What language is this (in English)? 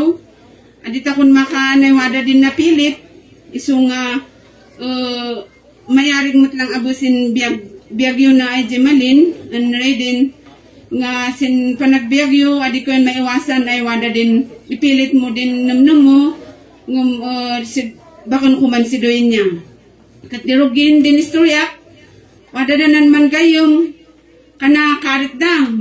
Kankanaey